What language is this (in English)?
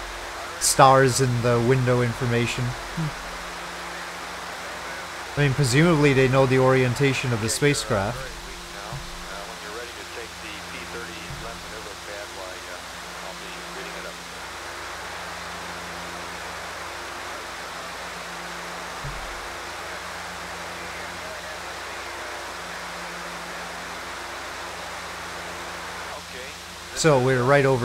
English